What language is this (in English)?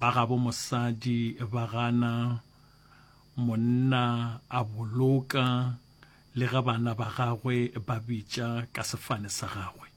Northern Sotho